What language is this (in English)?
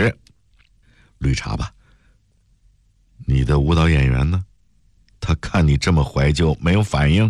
Chinese